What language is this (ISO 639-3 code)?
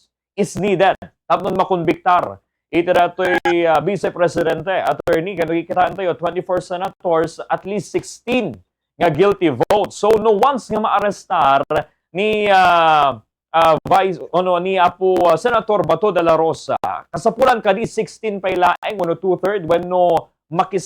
ilo